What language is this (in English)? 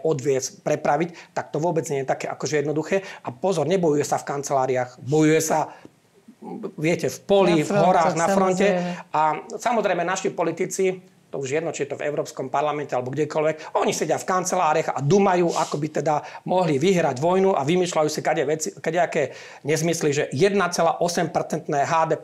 Slovak